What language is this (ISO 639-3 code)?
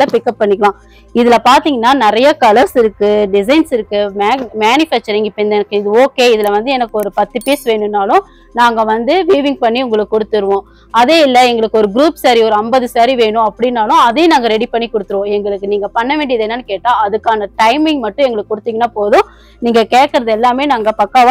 tam